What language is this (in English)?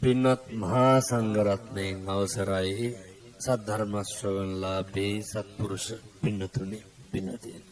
Sinhala